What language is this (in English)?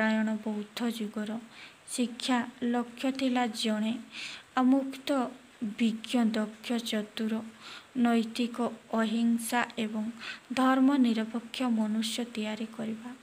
Odia